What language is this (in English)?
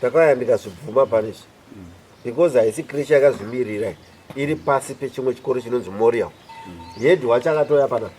Shona